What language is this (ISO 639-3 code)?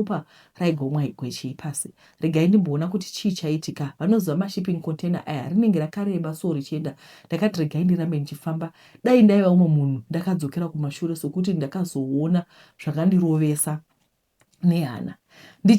sna